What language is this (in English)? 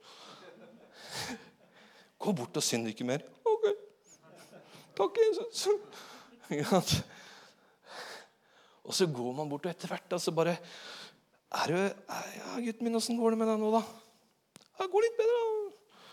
Norwegian